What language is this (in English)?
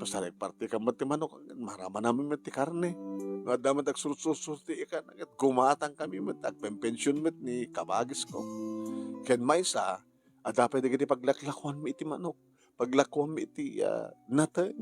Iloko